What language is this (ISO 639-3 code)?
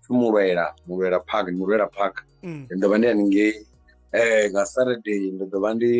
ven